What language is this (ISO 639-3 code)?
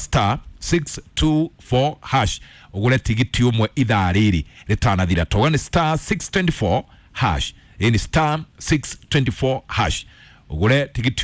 kik